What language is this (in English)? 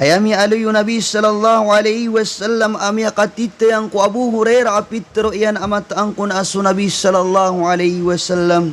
Maranao